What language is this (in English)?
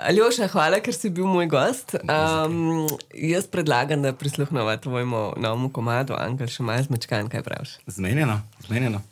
Slovenian